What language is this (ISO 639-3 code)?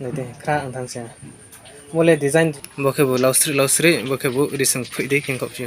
ria